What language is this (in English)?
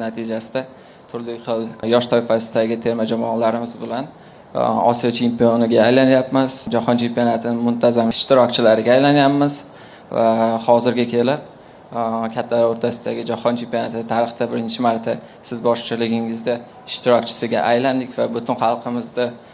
Uzbek